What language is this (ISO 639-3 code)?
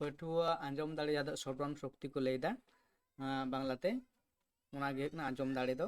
sat